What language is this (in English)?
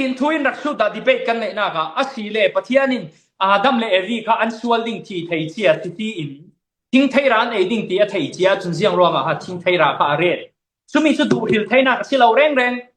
Falam Chin